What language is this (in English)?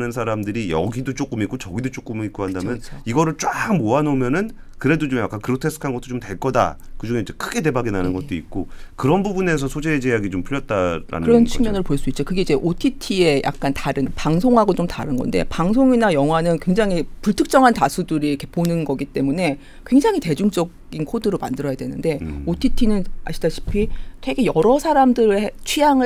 Korean